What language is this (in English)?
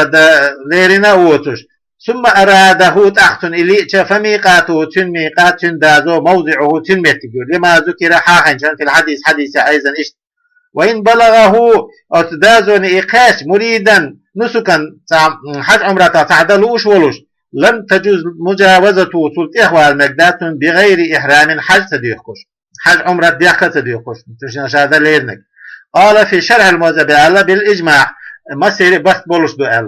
Chechen